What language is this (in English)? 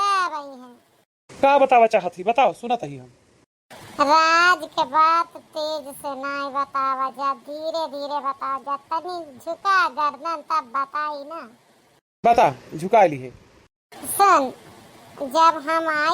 Awadhi